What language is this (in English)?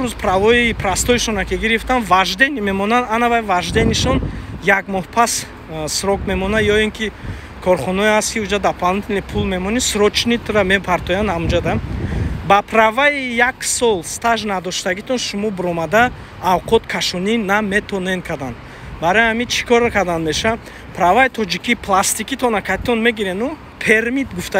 Tajik